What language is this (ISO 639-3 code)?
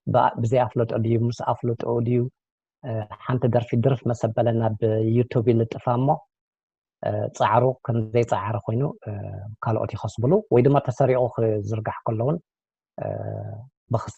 tir